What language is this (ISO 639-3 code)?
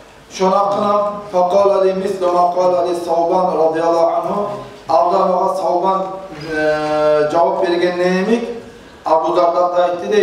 kum